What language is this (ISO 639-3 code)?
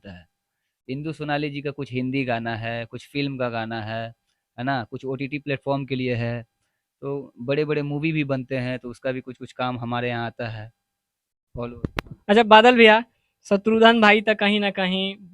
bho